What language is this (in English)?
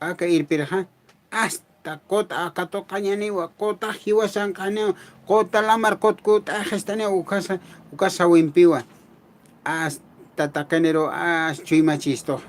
Aymara